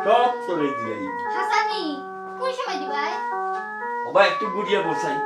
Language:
Sylheti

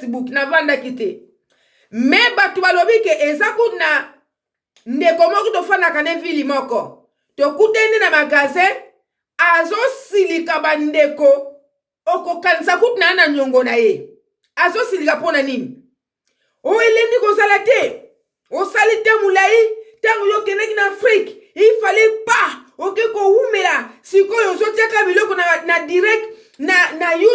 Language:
Lingala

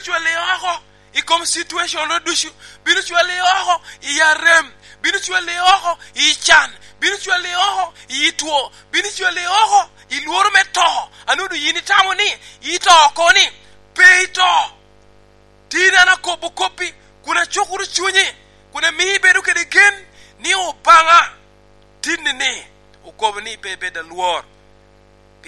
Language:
Lango (Uganda)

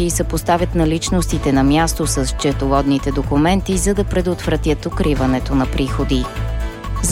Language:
Bulgarian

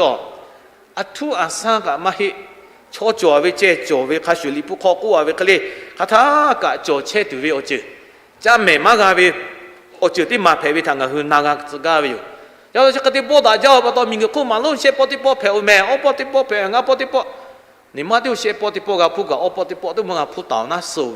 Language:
Lahu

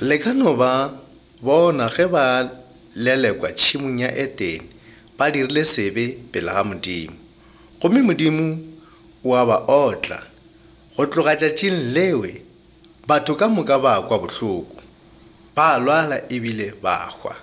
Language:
Northern Sotho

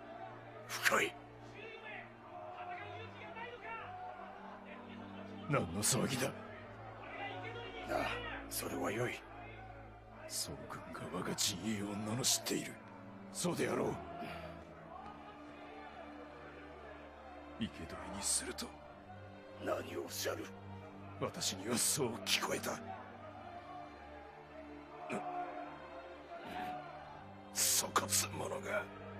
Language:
Japanese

